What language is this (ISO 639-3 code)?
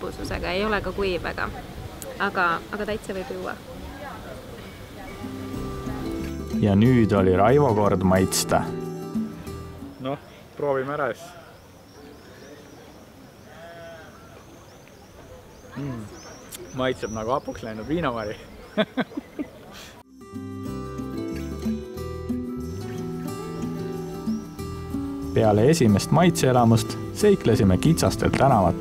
est